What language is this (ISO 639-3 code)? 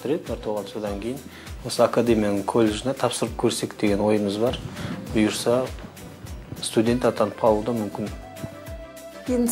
kaz